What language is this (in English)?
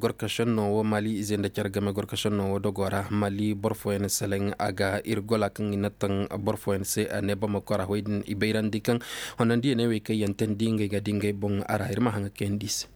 Zarma